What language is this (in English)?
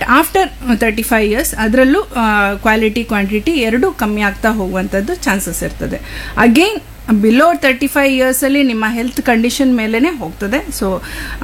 Kannada